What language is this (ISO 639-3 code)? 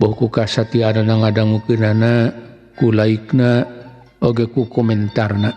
sun